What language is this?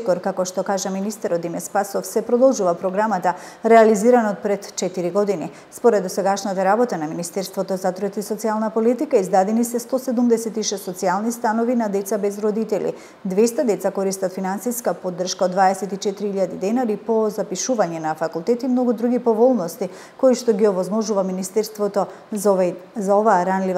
Macedonian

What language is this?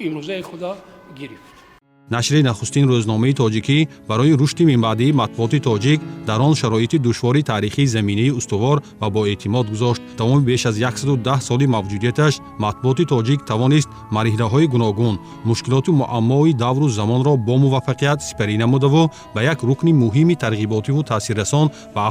Tajik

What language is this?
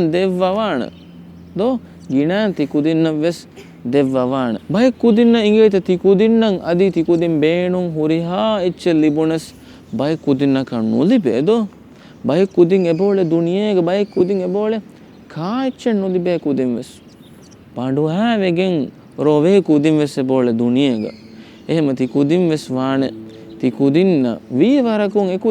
Divehi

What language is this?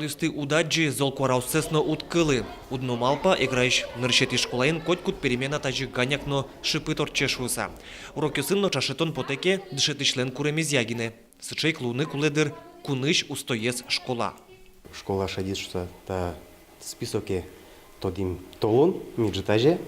Udmurt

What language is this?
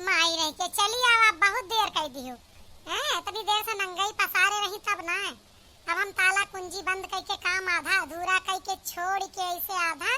Awadhi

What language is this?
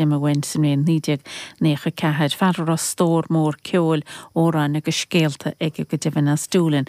Irish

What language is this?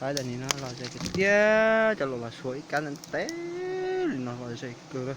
Hmong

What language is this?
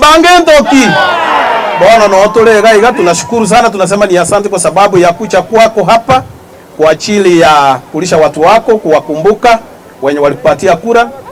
Gusii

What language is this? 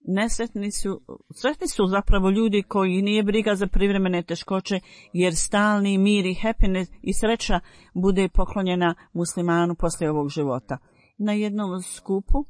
Bosnian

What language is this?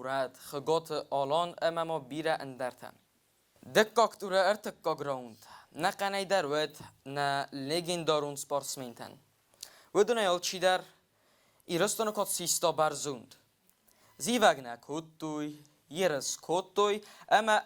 Ossetic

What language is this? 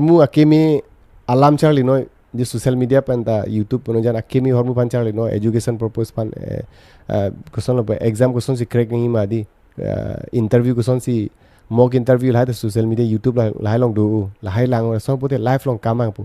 Karbi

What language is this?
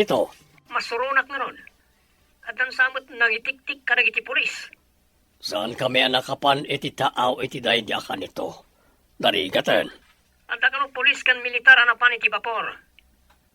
Iloko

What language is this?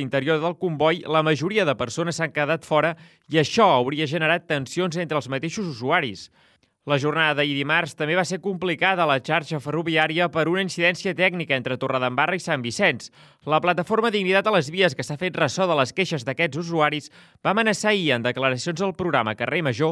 Catalan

